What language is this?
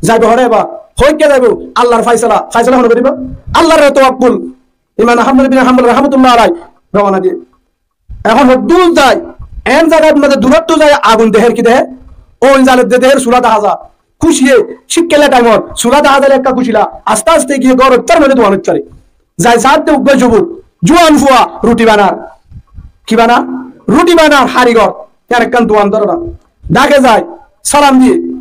Rohingya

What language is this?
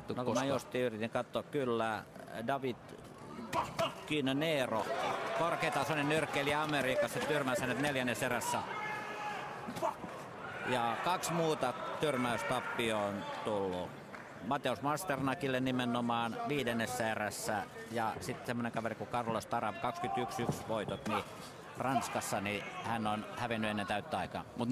Finnish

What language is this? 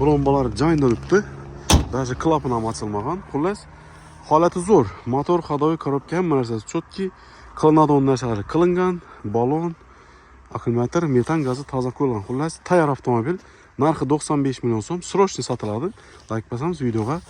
Uzbek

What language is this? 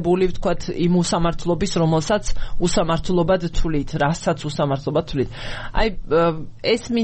Georgian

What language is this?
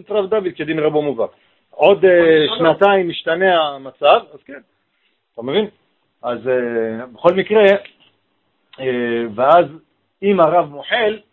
Hebrew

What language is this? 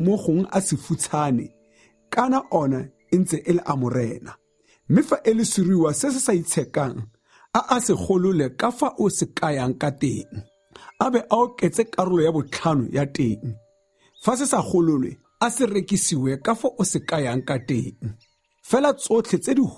Tswana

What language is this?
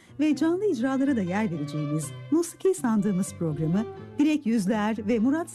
Turkish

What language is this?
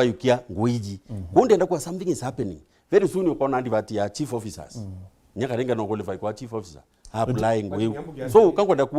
Meru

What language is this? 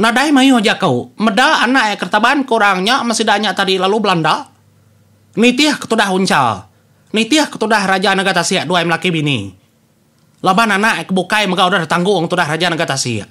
Iban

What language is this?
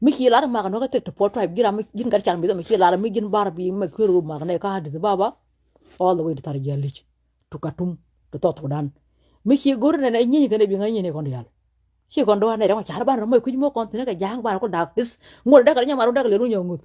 Nuer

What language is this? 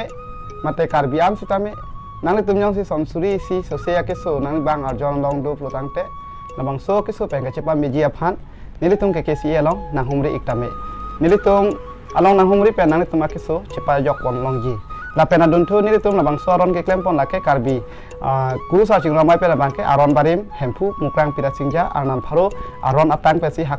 Karbi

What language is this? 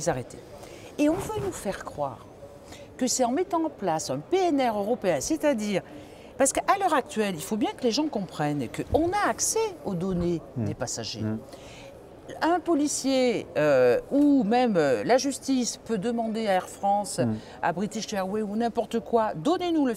French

